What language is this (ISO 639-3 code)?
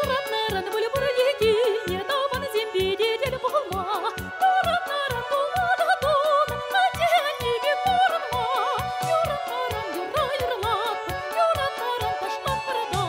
chv